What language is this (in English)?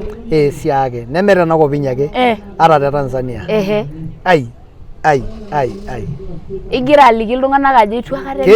Masai